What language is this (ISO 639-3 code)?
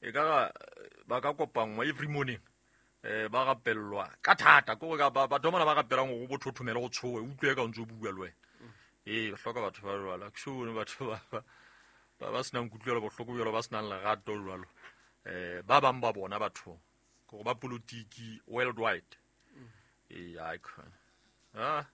sot